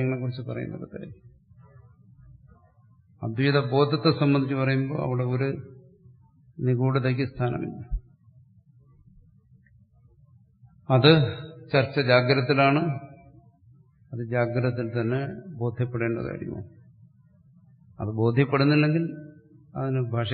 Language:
Malayalam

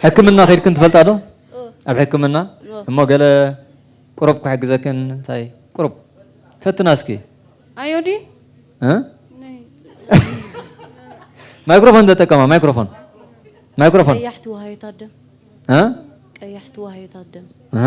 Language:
Tigrinya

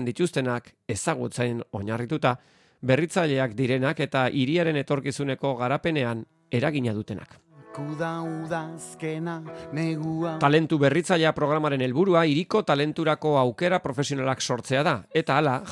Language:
Basque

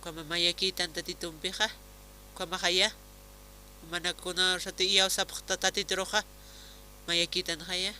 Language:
Aymara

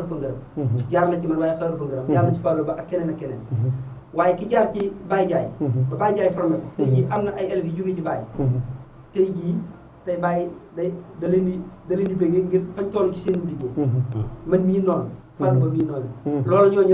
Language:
Wolof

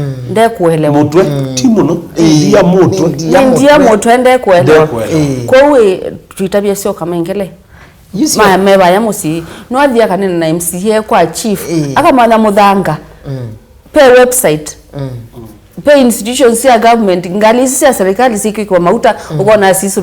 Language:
Kamba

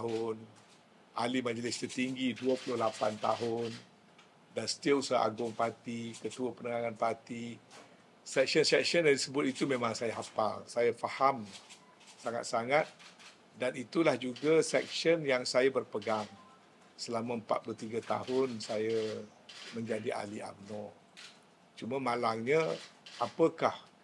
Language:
Malay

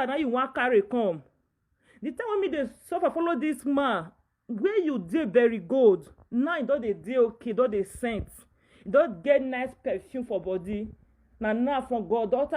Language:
Nigerian Pidgin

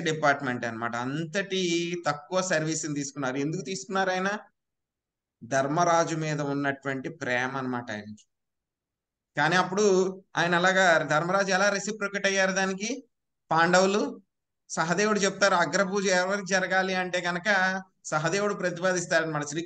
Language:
Telugu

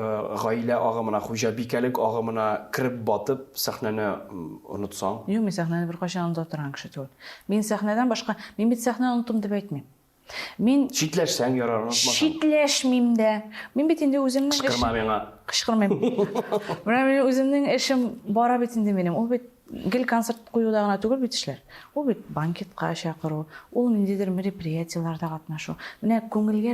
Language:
Tatar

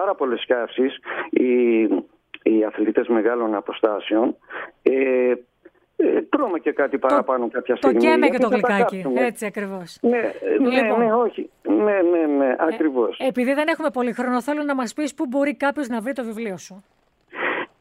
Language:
Greek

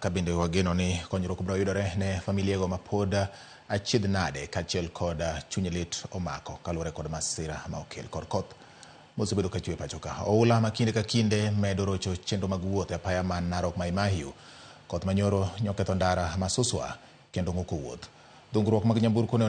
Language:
Luo (Kenya and Tanzania)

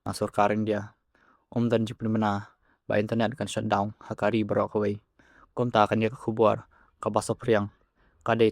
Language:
Khasi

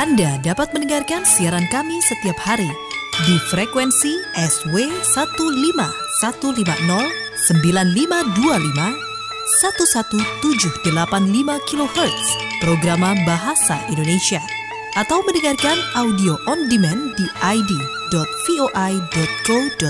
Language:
Indonesian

